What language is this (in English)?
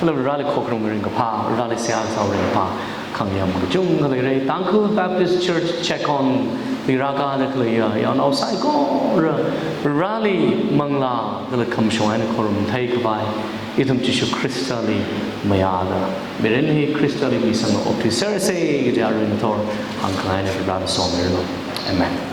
Tangkhul Naga (India)